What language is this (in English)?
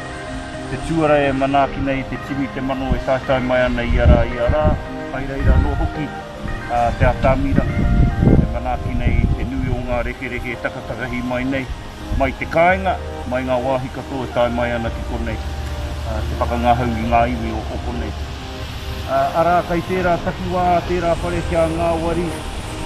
Māori